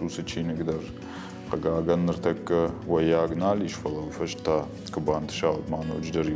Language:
Ossetic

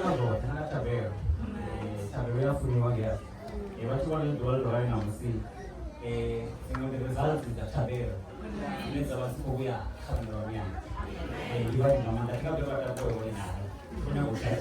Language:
Venda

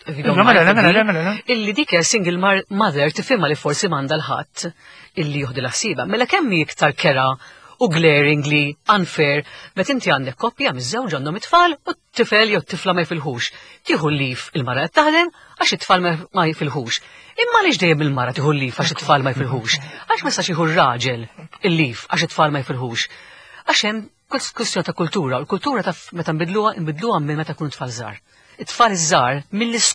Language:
Maltese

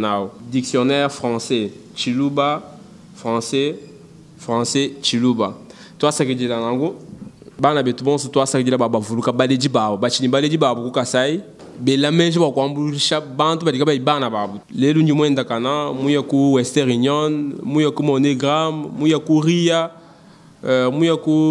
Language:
Luba-Lulua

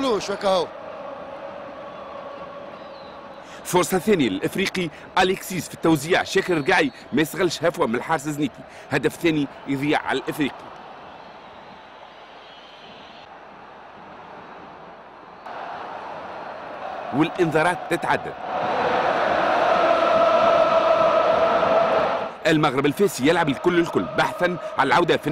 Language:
Tunisian Arabic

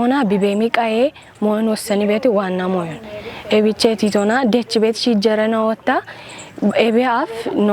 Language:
Kafa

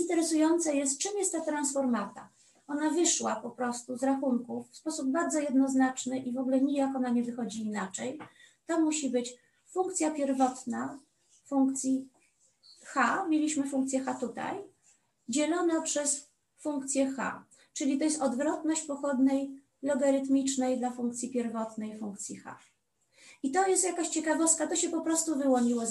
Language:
Polish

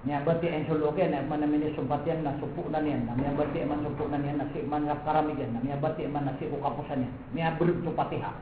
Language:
Maranao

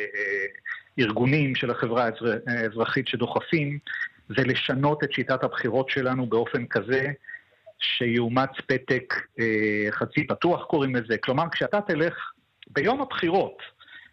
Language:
Hebrew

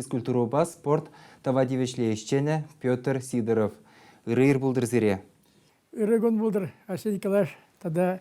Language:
Chuvash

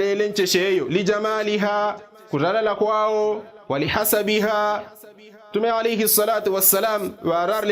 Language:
Yao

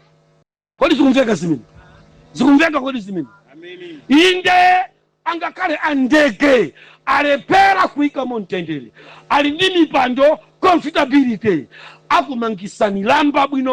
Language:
Nyanja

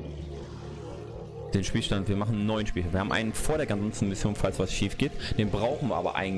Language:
German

